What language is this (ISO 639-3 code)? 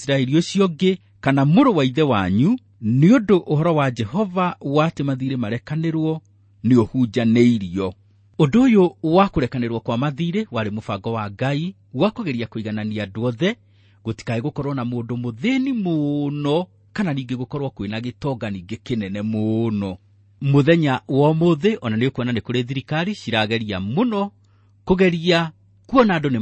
kik